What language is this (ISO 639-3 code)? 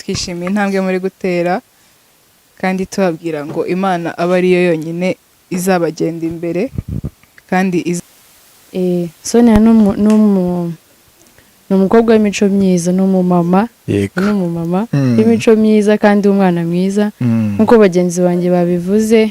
kin